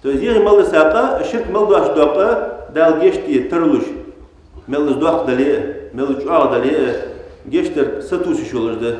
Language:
Ingush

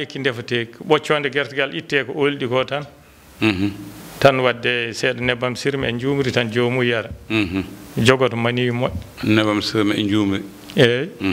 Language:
Fula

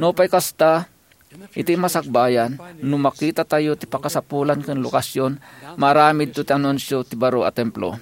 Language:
Iloko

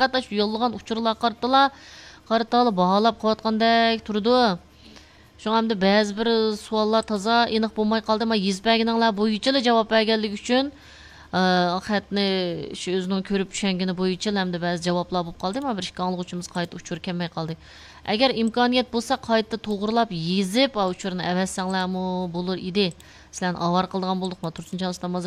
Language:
Uyghur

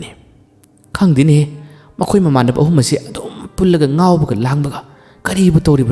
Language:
Manipuri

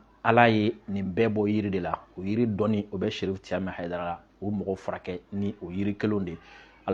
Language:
Bambara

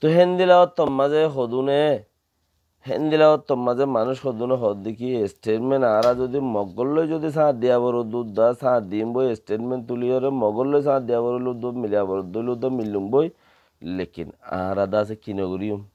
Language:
Rohingya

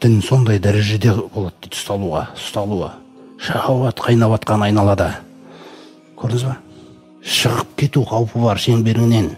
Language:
Kazakh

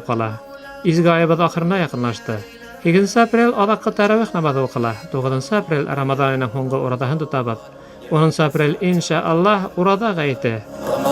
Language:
Bashkir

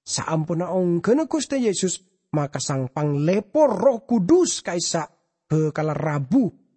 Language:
Madurese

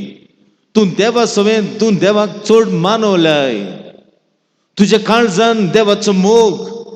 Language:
Konkani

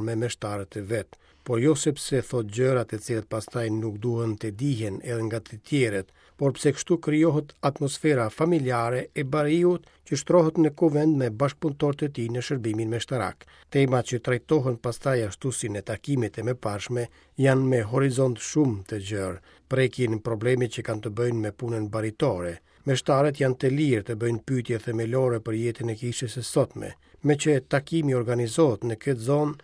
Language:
Albanian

